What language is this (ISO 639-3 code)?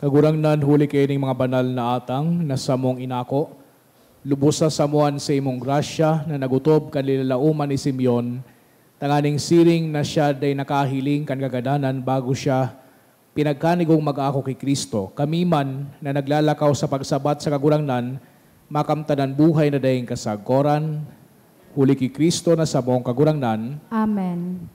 bik